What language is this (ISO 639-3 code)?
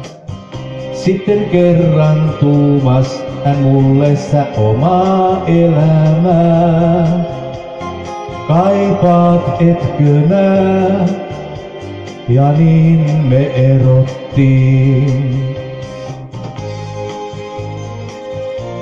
fin